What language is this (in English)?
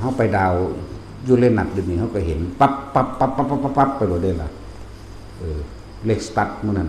Northeastern Thai